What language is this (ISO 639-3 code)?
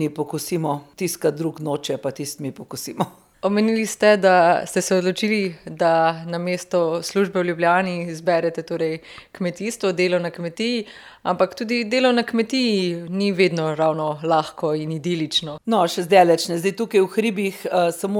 slv